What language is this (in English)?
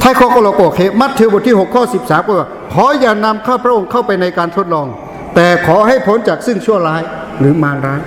Lahu